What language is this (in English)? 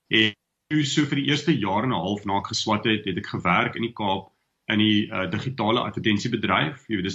Afrikaans